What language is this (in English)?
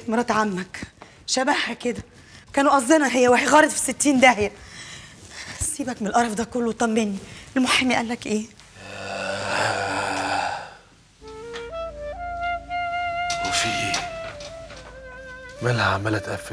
Egyptian Arabic